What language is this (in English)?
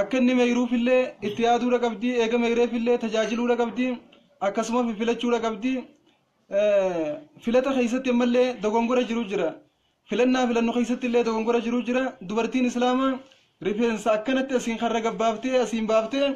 Oromo